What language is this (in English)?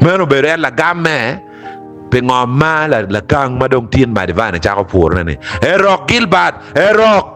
Acoli